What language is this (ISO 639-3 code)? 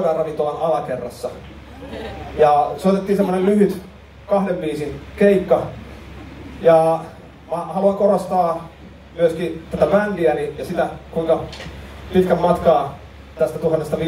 fin